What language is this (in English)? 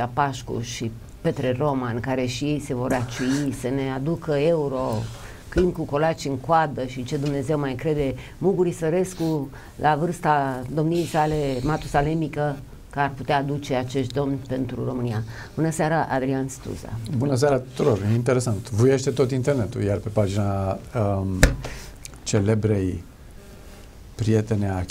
Romanian